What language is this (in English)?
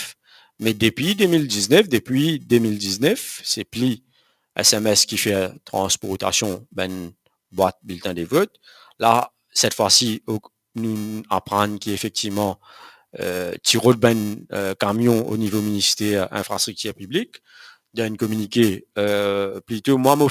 Morisyen